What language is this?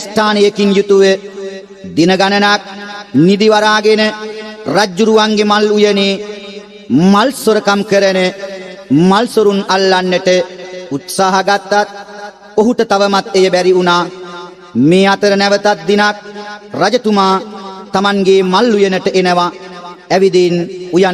Sinhala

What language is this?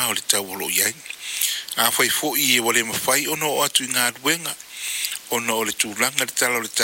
Samoan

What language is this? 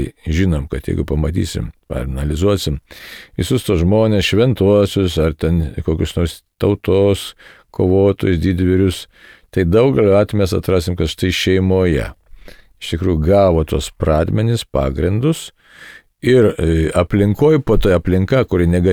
Lithuanian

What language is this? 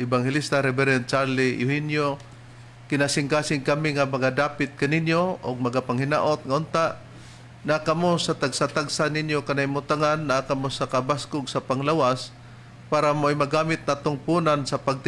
Cebuano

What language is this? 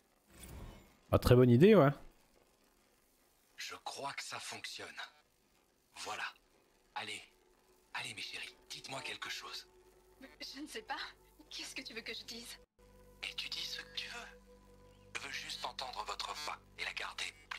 French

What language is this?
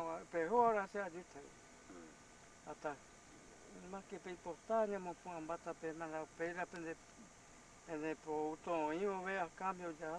Guarani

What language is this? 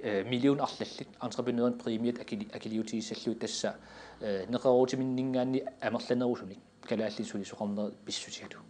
Kalaallisut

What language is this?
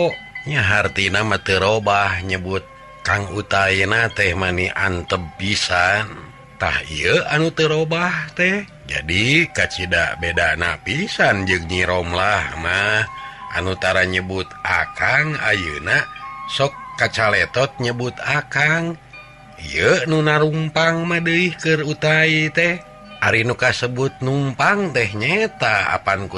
Sundanese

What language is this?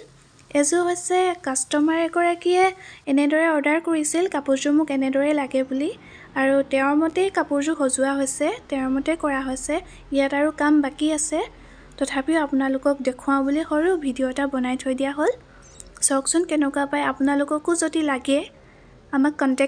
Assamese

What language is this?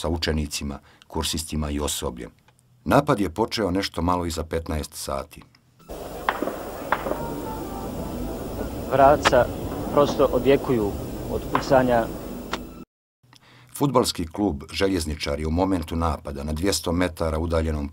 Bosnian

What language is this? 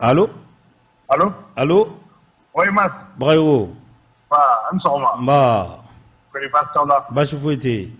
Bambara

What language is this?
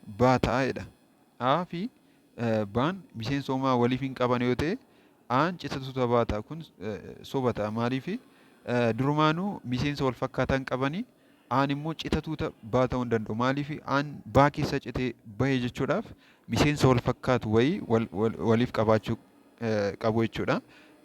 Oromo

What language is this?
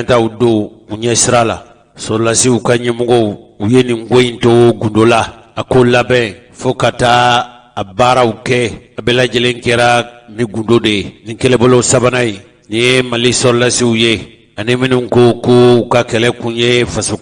Bambara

